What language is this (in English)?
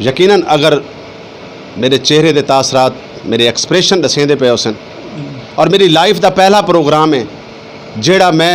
Saraiki